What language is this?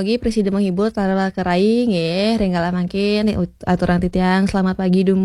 Balinese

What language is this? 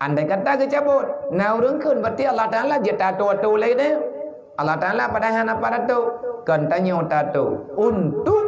Achinese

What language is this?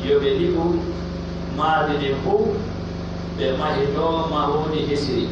Pular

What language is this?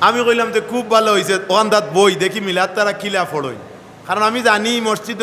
Sylheti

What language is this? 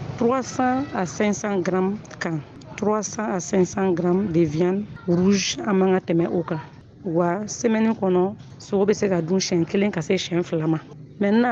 Bambara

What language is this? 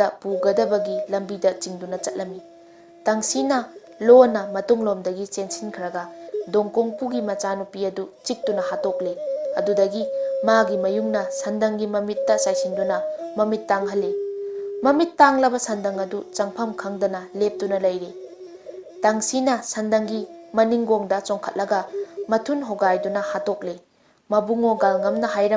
Manipuri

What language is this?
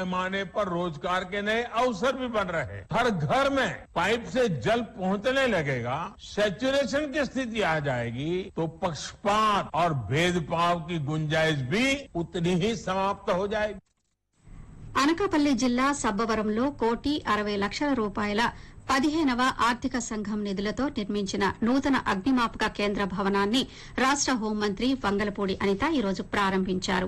Telugu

